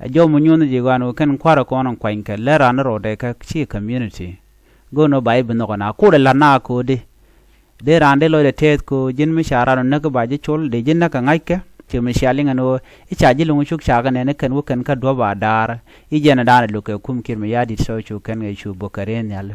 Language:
Nuer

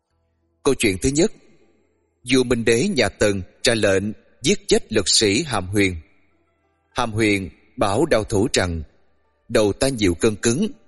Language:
Vietnamese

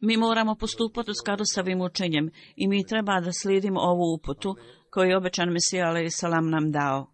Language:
Bosnian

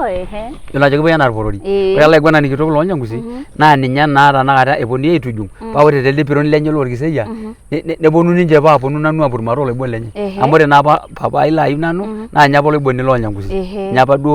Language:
Masai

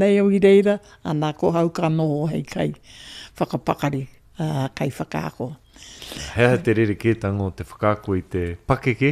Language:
Māori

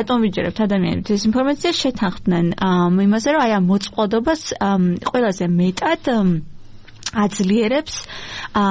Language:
Georgian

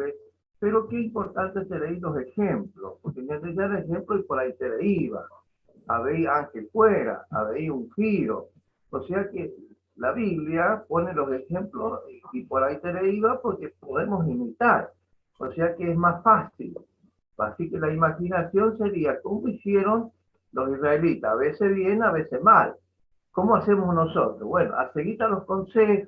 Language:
Guarani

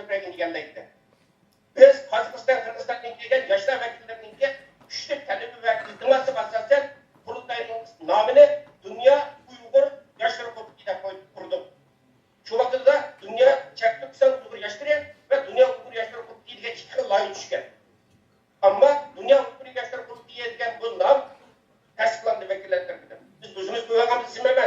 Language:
Uyghur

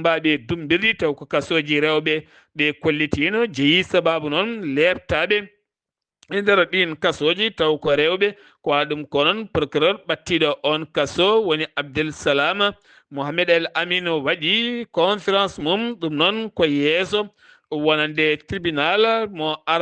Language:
Fula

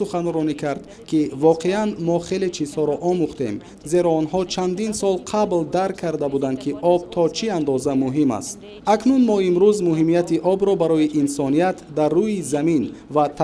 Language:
Tajik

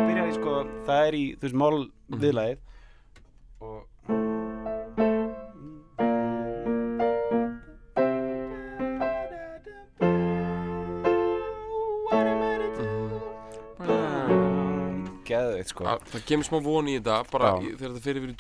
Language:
Icelandic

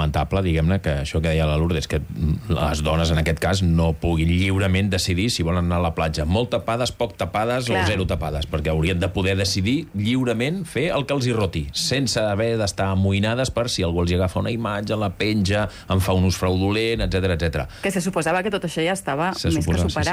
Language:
Catalan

